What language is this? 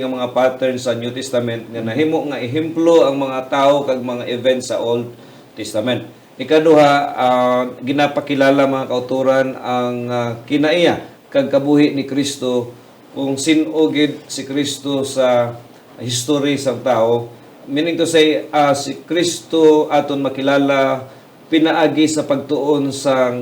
Hiligaynon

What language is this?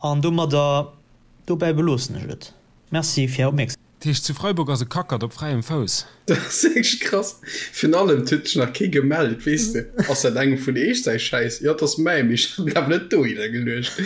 Luxembourgish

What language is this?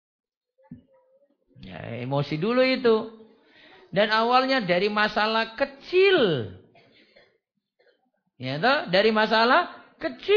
Indonesian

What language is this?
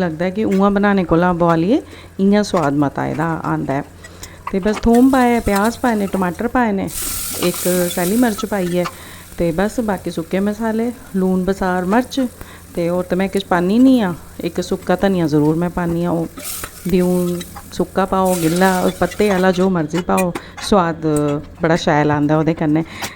Dogri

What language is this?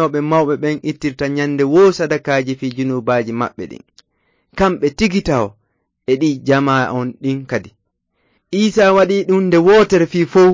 Fula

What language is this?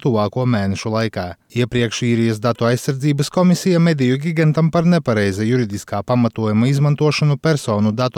Latvian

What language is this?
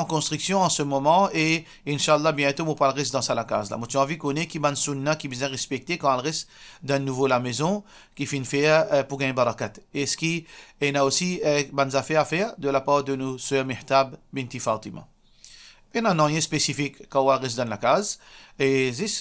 Morisyen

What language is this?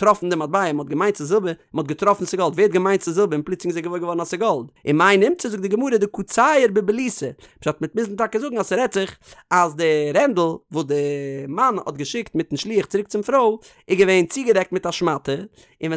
Yiddish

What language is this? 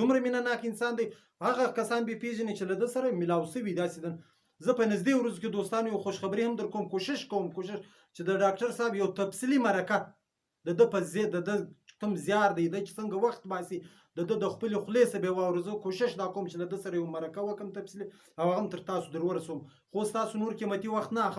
Pashto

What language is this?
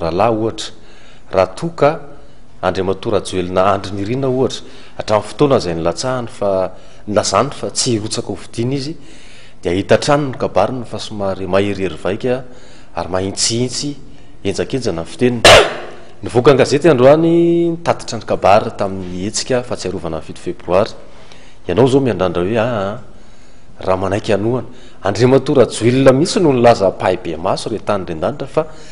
Malagasy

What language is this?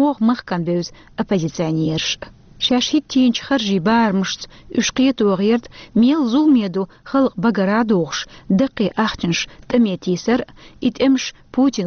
Chechen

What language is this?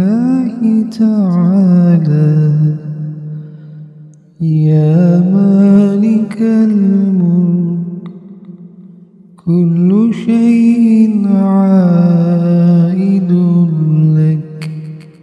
Arabic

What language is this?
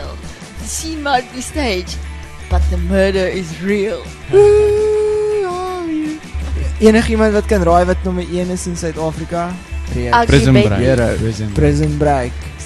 Afrikaans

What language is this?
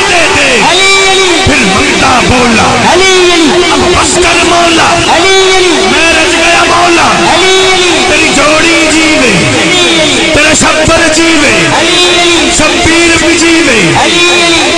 Saraiki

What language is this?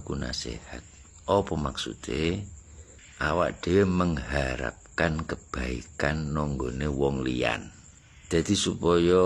Javanese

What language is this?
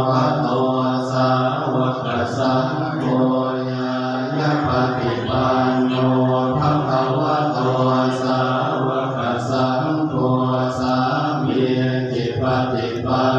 Pali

